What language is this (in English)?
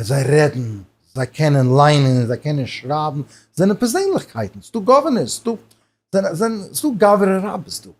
Yiddish